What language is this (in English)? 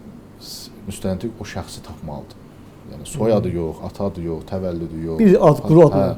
Azerbaijani